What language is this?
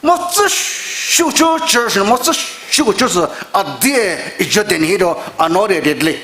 Poumei Naga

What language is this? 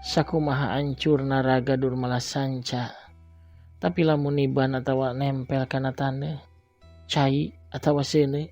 Sundanese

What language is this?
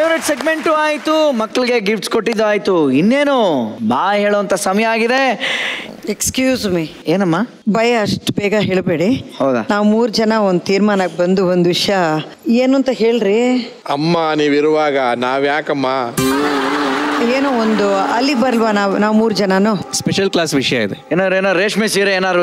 Kannada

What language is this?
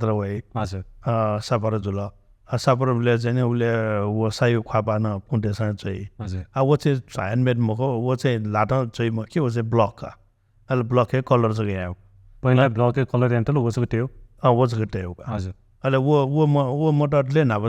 Newari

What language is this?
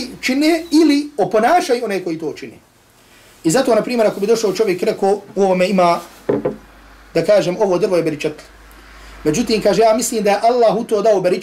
Bosnian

